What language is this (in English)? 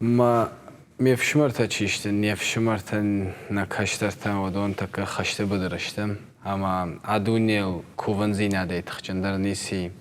Ossetic